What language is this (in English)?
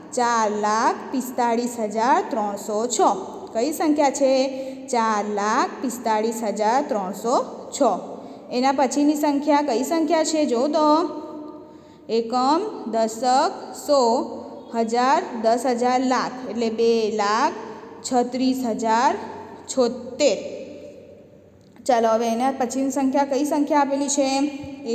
Gujarati